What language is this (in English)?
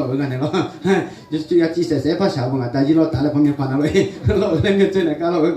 Akha